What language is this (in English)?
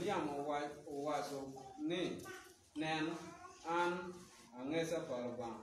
Acoli